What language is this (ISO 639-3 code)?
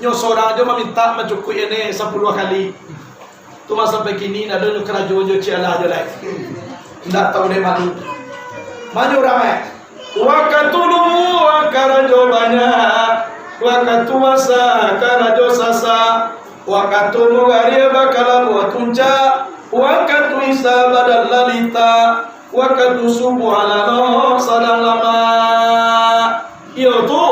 min